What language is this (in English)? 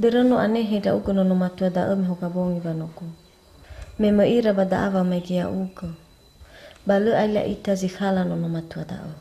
Nias